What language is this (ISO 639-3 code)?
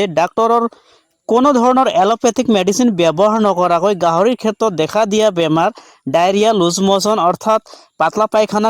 asm